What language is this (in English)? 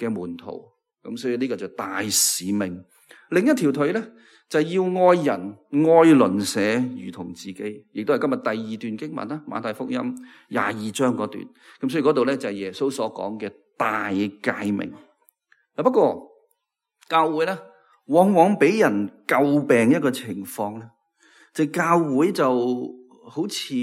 Cantonese